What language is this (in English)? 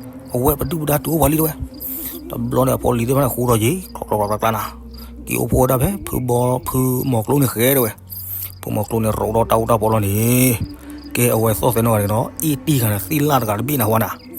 S'gaw Karen